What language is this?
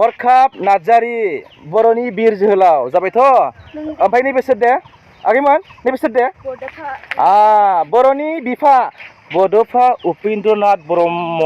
Bodo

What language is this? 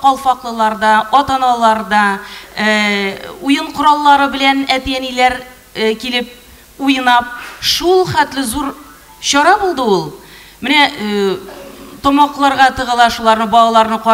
Tatar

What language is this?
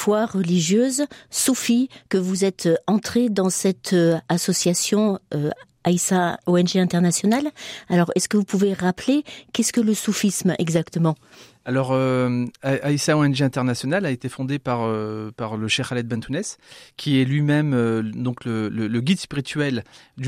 French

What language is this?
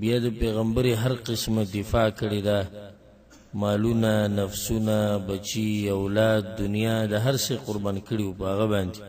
Pashto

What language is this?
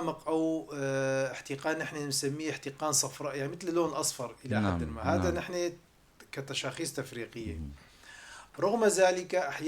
North Levantine Arabic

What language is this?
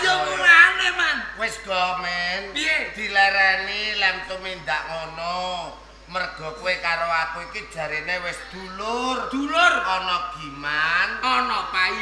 Javanese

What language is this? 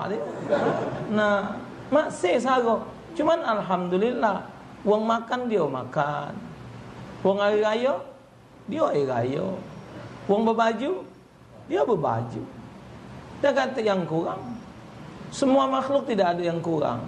Musi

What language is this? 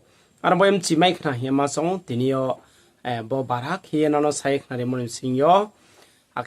Riang (India)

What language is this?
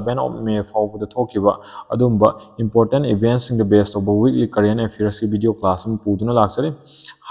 Manipuri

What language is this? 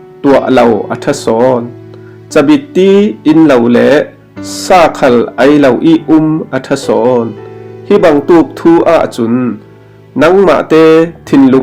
Falam Chin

